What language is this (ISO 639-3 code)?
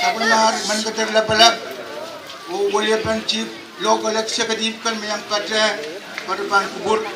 pon